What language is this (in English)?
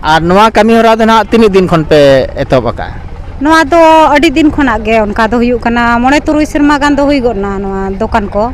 Santali